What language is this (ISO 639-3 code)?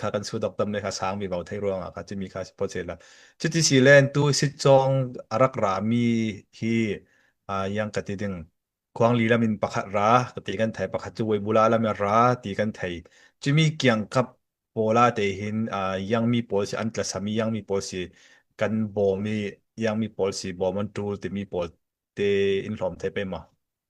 cfm